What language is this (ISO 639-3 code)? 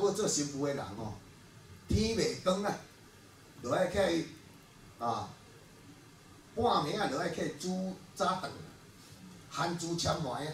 nan